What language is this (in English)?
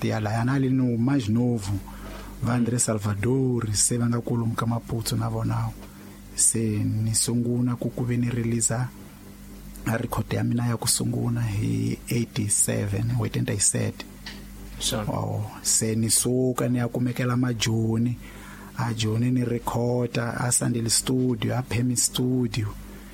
Tsonga